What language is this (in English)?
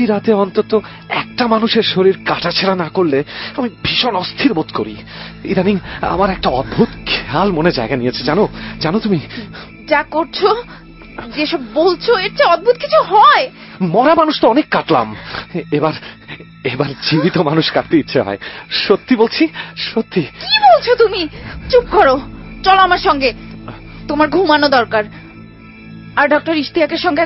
Bangla